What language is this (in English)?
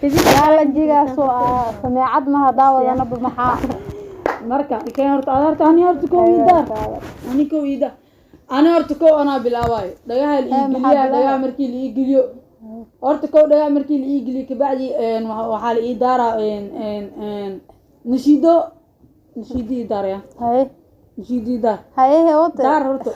Somali